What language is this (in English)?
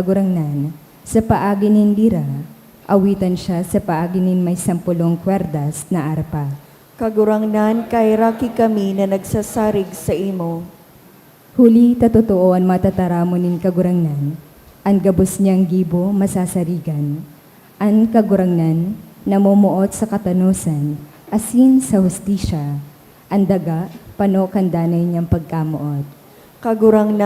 Bikol